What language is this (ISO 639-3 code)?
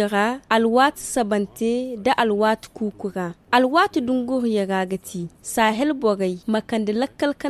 dje